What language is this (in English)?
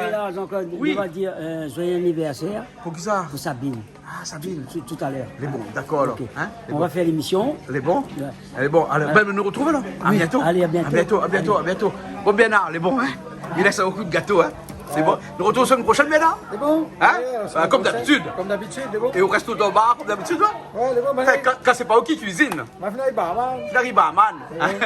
Réunion Creole French